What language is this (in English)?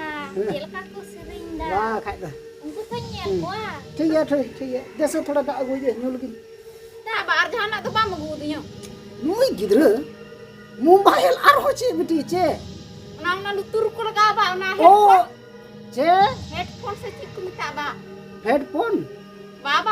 Santali